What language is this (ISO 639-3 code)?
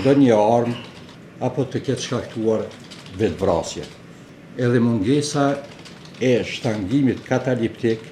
sqi